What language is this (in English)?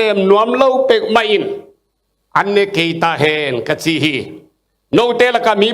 Tedim Chin